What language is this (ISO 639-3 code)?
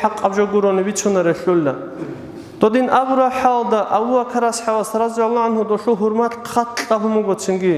ava